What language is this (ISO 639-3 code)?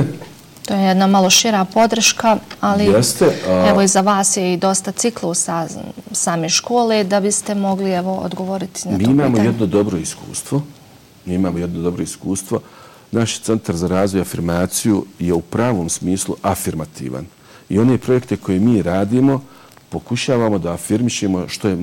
bos